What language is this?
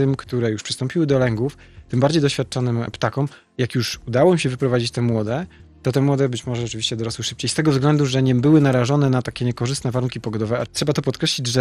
Polish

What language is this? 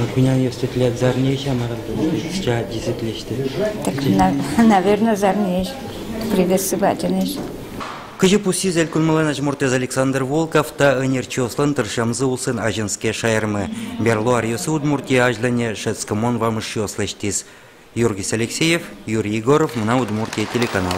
Udmurt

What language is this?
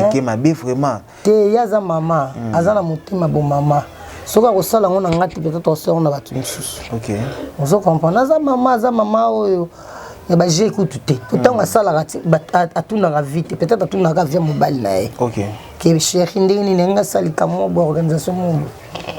Lingala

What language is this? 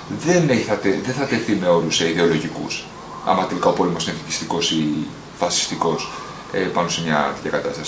Greek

